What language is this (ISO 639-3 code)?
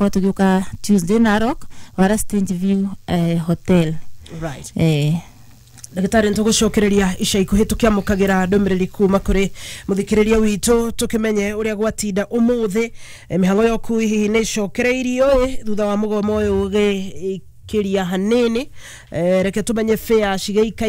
kik